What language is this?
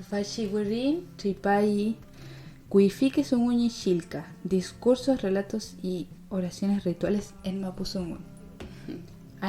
Mapuche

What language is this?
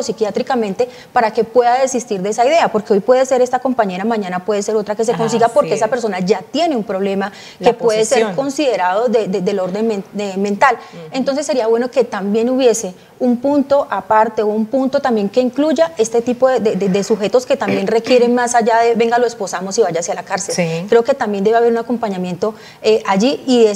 Spanish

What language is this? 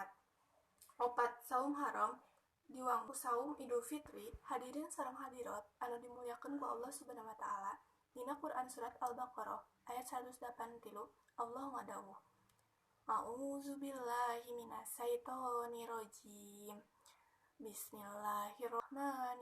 Sundanese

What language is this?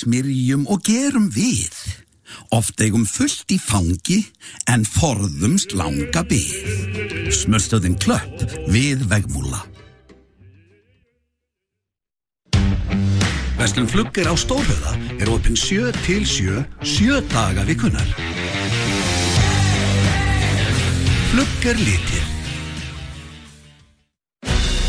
Icelandic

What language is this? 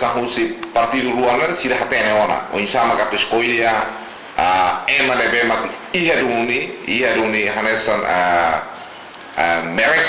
Tetum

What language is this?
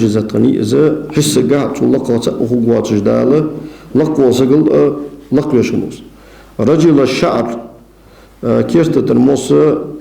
Ingush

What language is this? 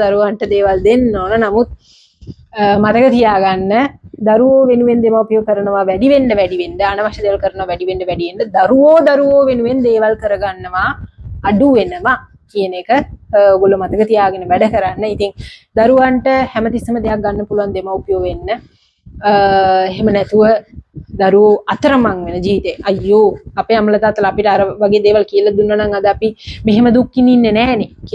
Sinhala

